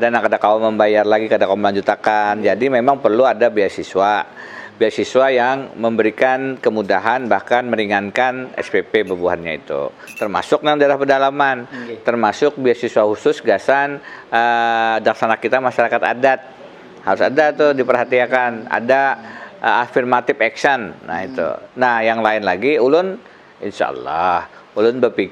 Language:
Banjar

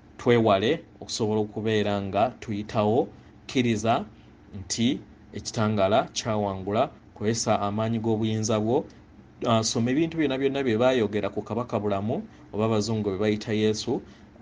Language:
Ganda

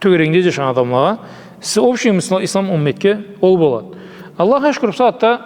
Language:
Karachay-Balkar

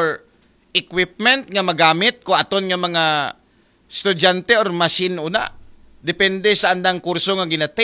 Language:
Aklanon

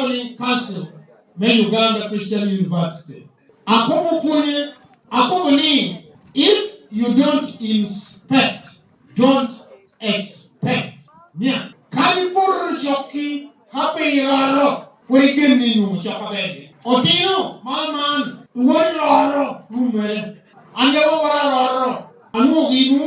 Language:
Lango (Uganda)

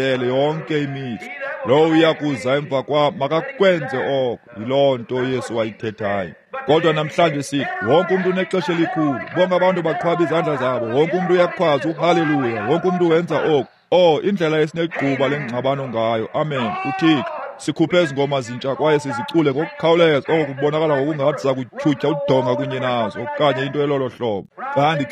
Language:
Xhosa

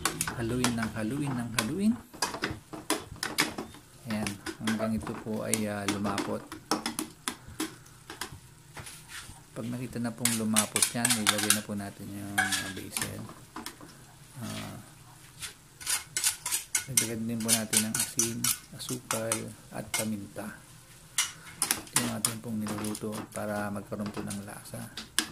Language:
Filipino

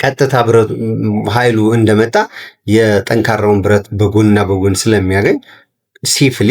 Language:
Amharic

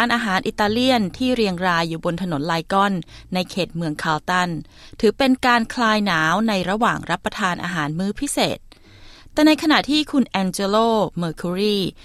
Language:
Thai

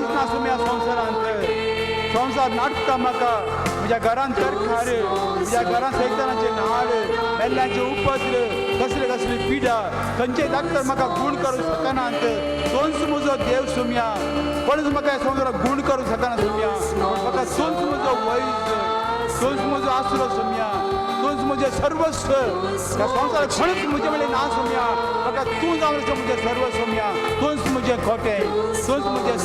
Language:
Konkani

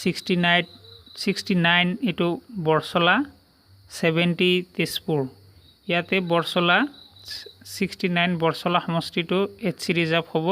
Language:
Assamese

